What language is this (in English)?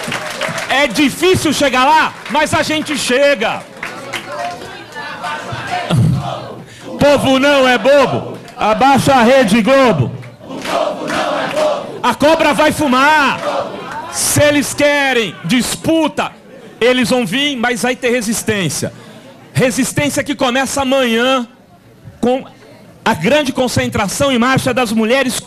Portuguese